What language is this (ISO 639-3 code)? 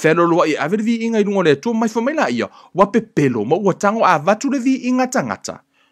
smo